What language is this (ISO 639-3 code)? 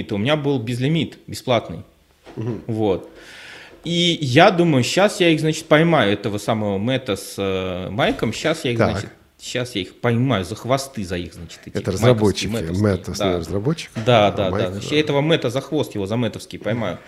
rus